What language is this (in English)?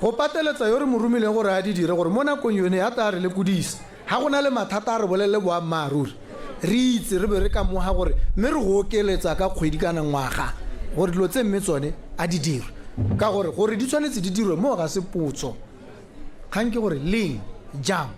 Tswana